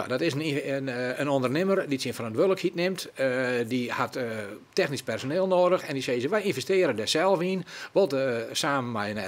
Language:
Western Frisian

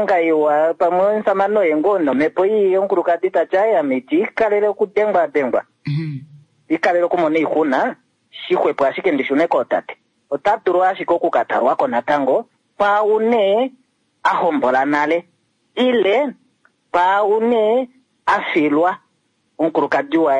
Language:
Kuanyama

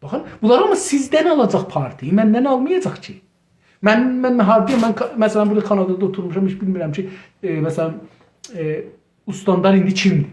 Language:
South Azerbaijani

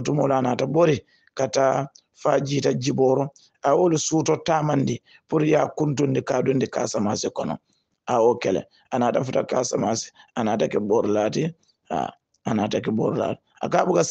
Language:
Hausa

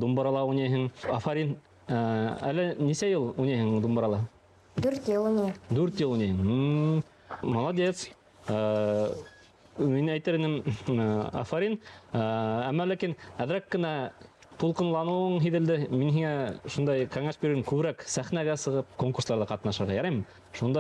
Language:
Bashkir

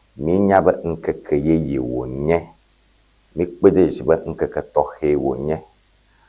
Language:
Ewe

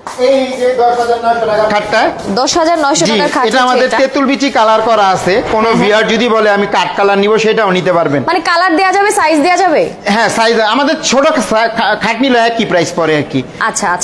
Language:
Bangla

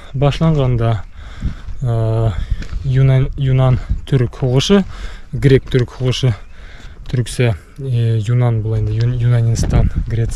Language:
Bashkir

